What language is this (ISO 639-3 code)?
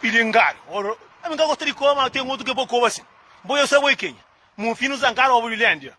kea